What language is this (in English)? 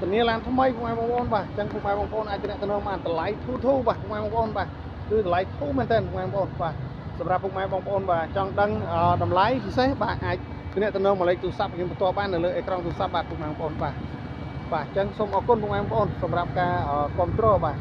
Khmer